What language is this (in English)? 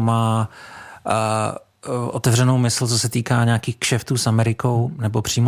Czech